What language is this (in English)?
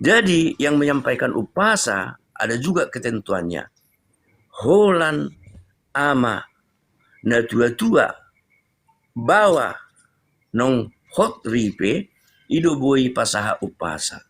Batak Toba